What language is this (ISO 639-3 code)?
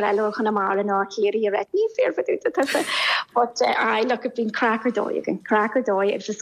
gle